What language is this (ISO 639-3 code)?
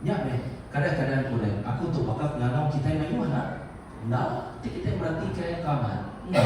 iba